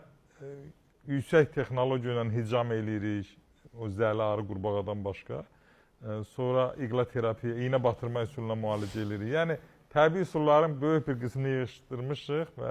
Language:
Azerbaijani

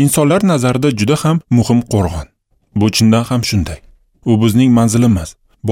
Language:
Uzbek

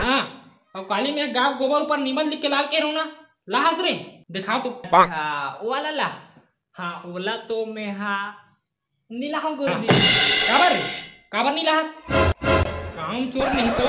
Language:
Chhattisgarhi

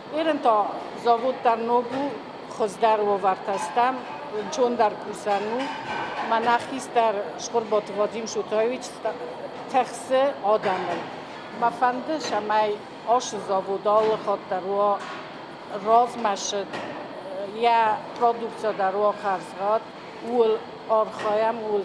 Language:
Ossetic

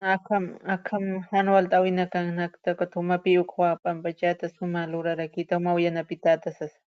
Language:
Aymara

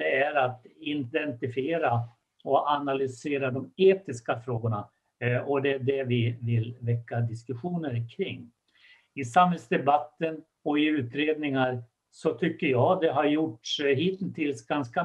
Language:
Swedish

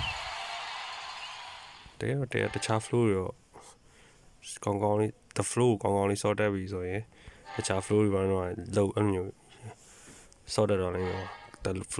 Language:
Burmese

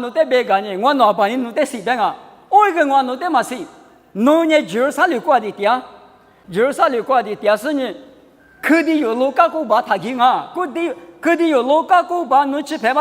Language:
Lisu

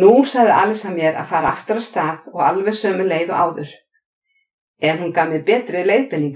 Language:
Icelandic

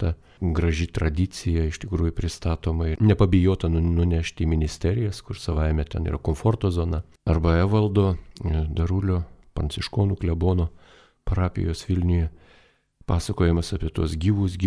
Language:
Lithuanian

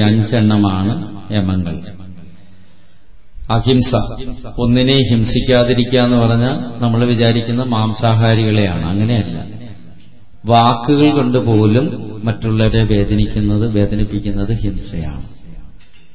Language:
Malayalam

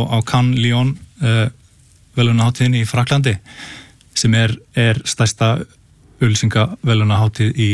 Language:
Icelandic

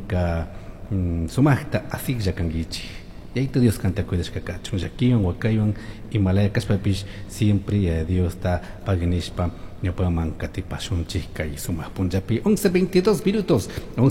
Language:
Chimborazo Highland Quichua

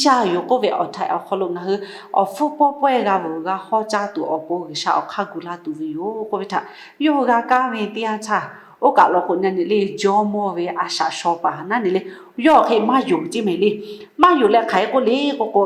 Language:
Lahu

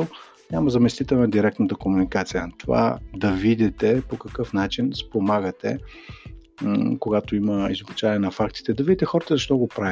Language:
Bulgarian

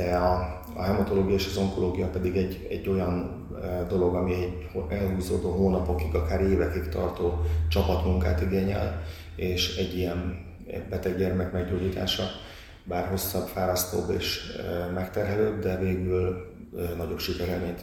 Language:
Hungarian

